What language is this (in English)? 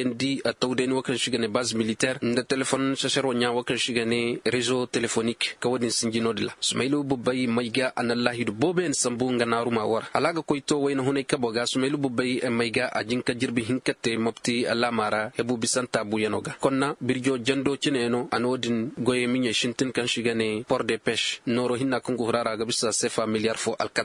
Koyraboro Senni